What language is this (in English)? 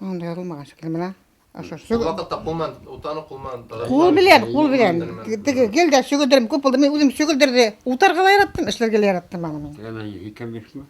Bashkir